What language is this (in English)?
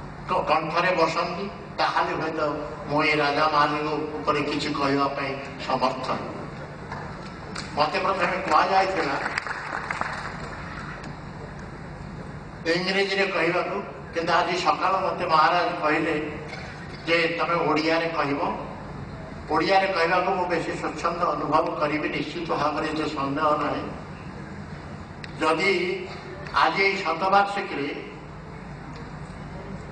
Odia